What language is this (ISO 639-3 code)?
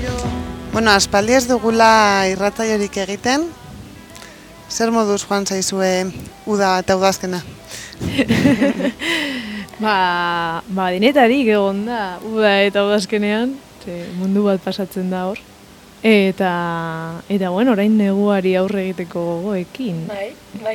eus